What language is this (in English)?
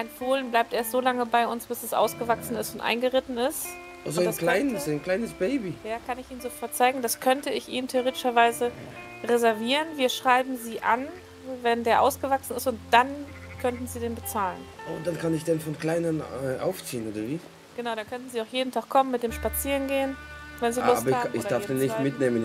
Swiss German